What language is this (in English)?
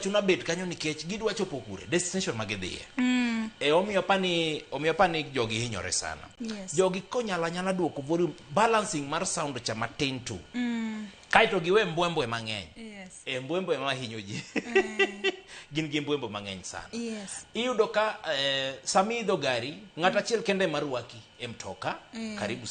Luo (Kenya and Tanzania)